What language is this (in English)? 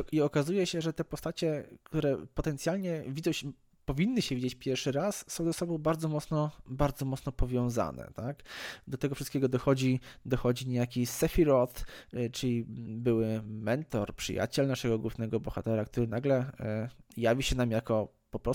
Polish